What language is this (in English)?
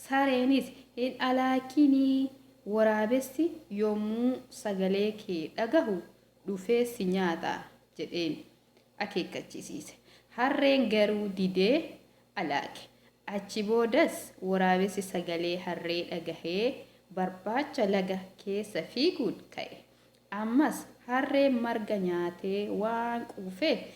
Oromo